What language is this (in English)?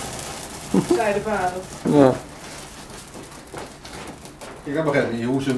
Dutch